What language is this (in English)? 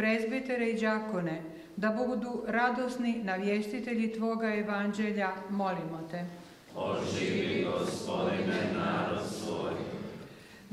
Croatian